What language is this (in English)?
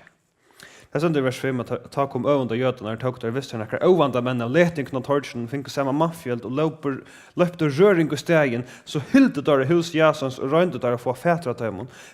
Faroese